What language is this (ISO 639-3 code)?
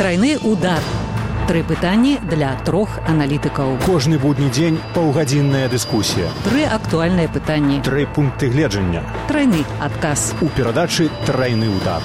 bel